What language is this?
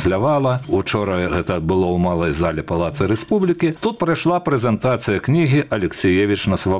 Belarusian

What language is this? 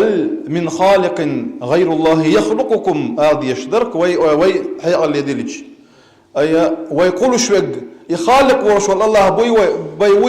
Chechen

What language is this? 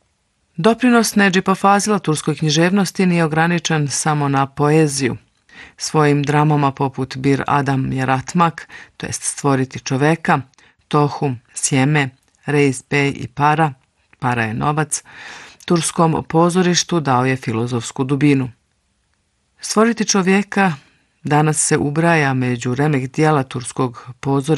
Bosnian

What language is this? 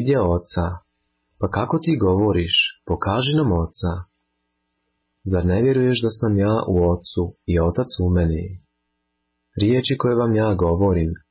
Croatian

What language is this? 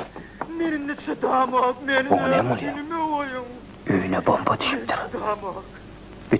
Turkmen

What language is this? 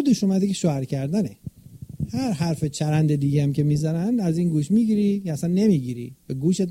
Persian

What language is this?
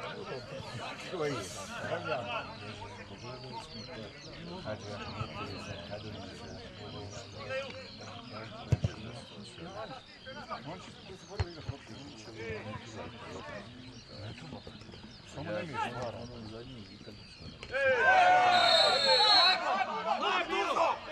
Croatian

